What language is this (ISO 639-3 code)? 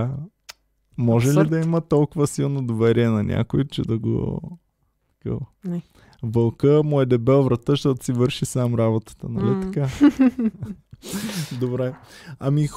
bul